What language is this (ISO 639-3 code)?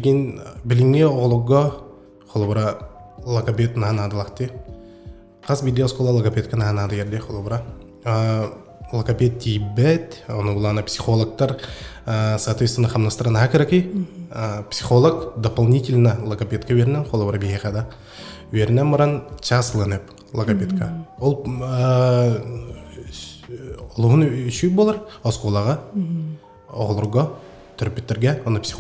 sah